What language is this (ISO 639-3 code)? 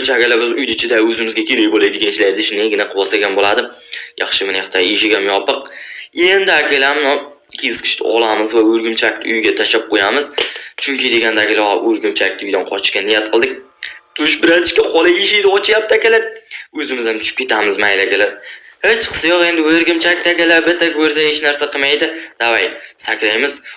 uzb